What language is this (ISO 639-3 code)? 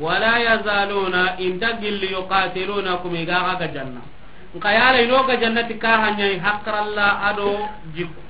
snk